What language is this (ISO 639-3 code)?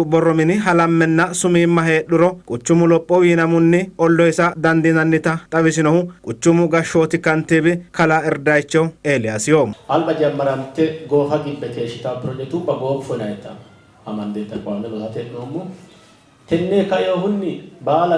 sid